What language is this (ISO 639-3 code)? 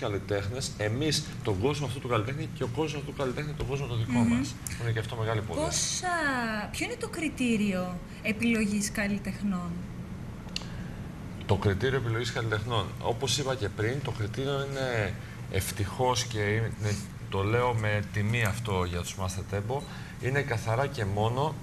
ell